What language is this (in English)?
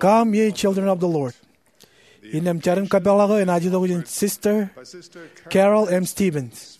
Marshallese